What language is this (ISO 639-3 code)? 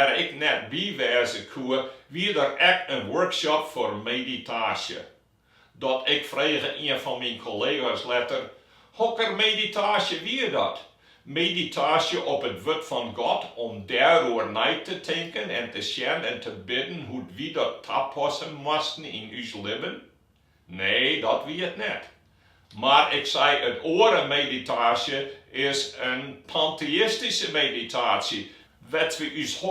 fry